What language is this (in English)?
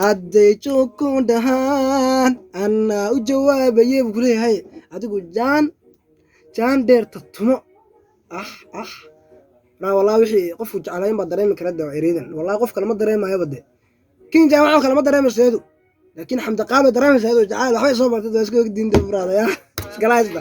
Somali